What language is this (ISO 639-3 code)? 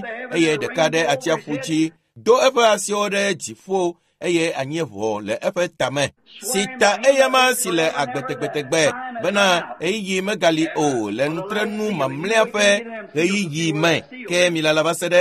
ewe